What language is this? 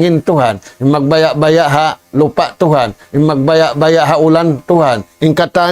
Tausug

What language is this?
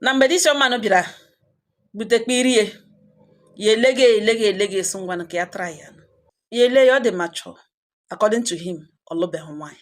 Igbo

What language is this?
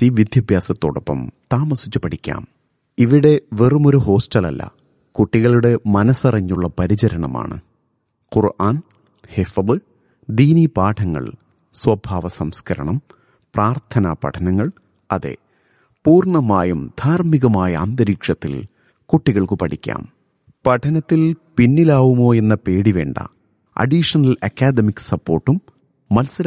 Malayalam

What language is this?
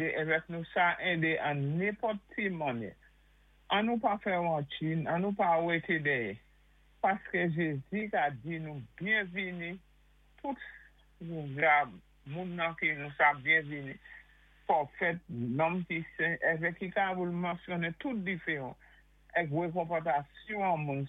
Saint Lucian Creole French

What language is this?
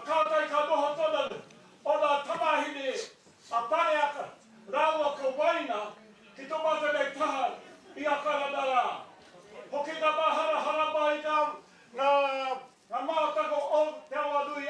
Māori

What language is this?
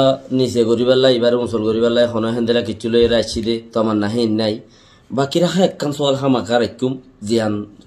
Rohingya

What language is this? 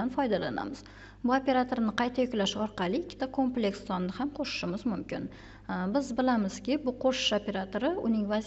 Uzbek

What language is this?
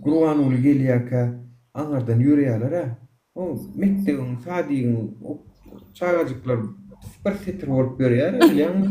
Turkmen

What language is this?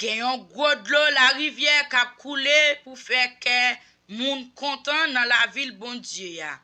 Haitian Creole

